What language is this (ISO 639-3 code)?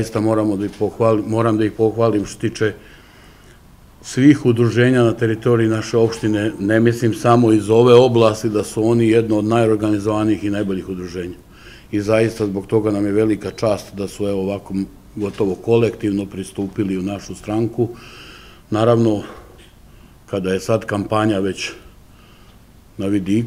srp